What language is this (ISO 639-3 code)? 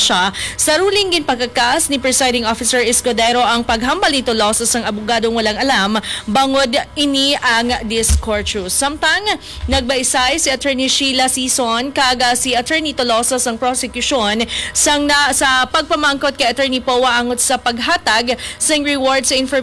hil